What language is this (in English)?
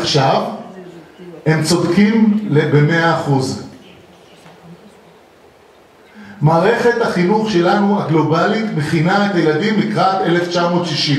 Hebrew